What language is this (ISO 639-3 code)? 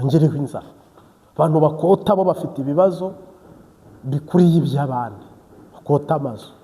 kin